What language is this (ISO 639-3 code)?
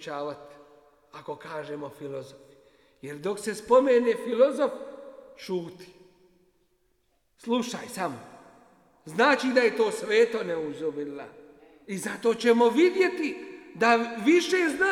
bos